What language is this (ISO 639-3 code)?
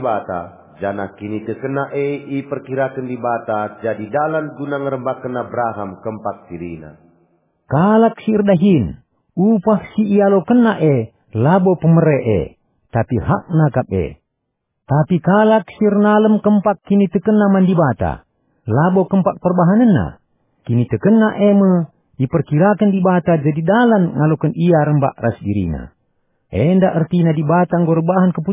btx